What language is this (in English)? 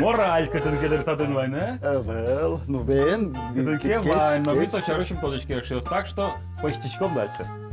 Udmurt